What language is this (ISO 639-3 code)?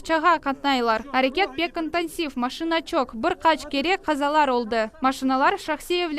crh